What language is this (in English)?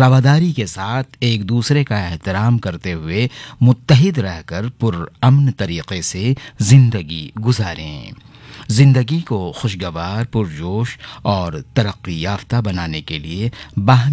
Urdu